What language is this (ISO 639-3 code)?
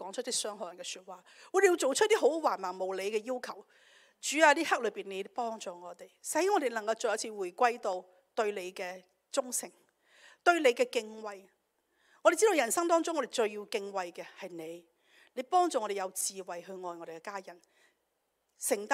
yue